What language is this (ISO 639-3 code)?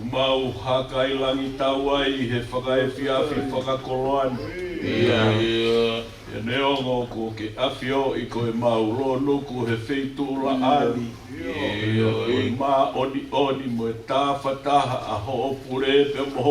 ton